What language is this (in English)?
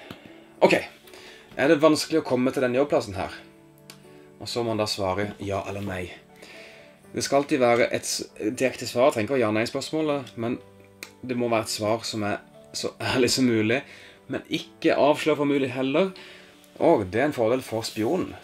Norwegian